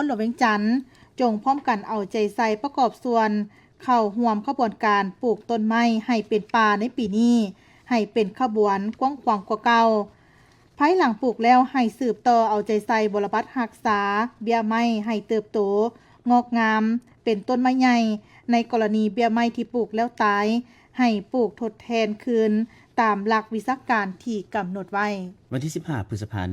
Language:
Lao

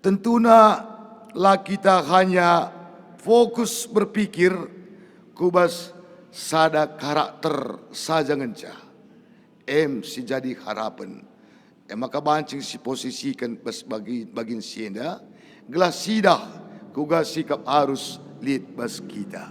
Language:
Batak Karo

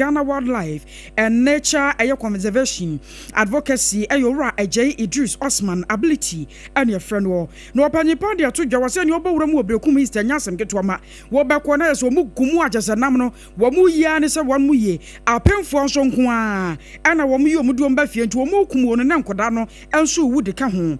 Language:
Akan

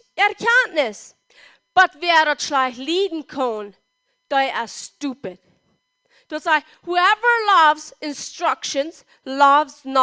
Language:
Plautdietsch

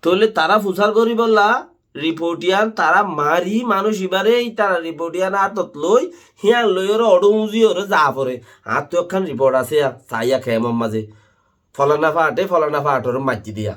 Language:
Rohingya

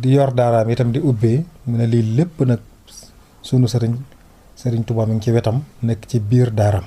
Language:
Wolof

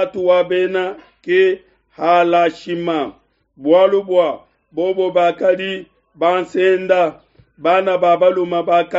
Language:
Luba-Lulua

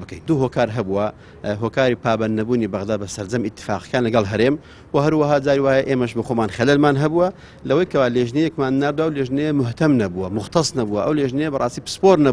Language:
Central Kurdish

